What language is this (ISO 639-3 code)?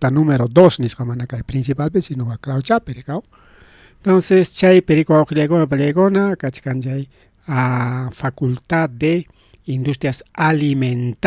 quy